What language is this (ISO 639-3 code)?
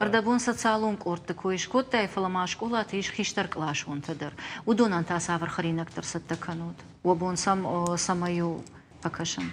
oss